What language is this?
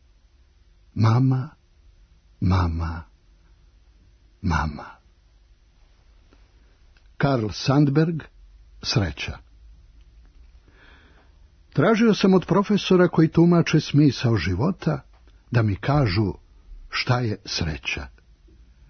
Serbian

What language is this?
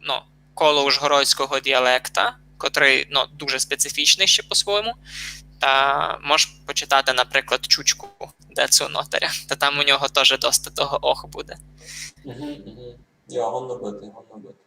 Rusyn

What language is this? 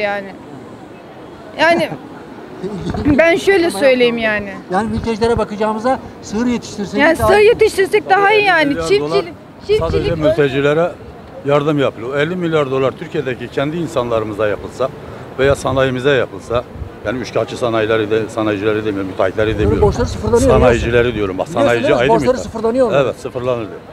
Turkish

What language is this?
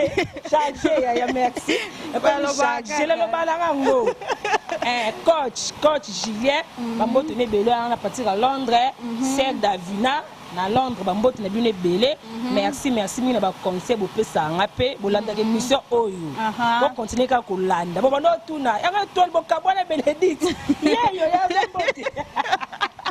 Lingala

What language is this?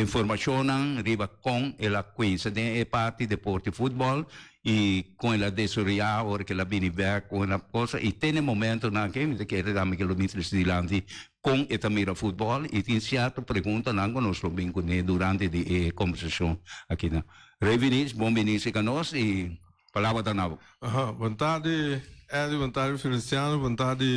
Papiamento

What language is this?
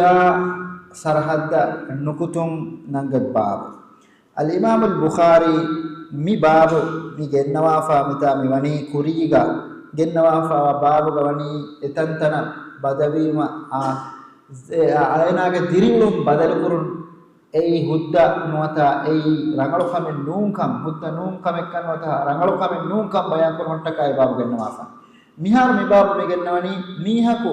Divehi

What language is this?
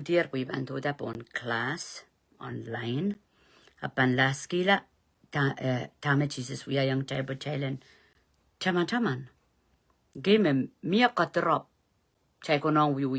Pohnpeian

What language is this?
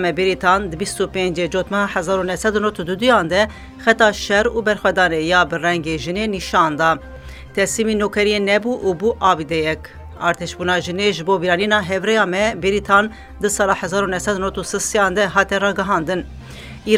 Kurdish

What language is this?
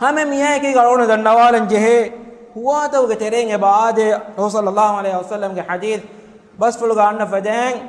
Divehi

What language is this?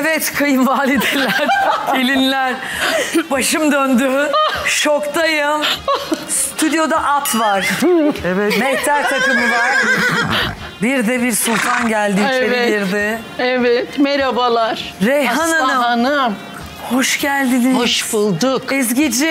Turkish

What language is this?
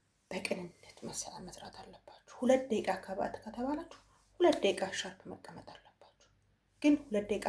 Amharic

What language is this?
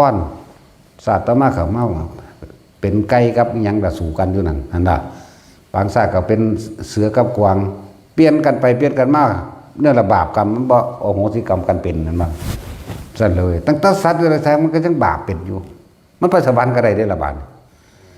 Northeastern Thai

